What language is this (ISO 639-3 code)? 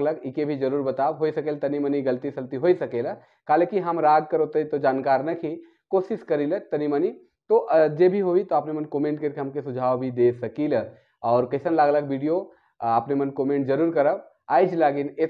sck